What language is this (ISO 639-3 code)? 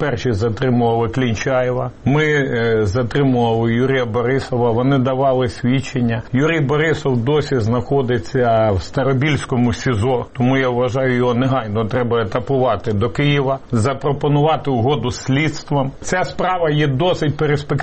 ukr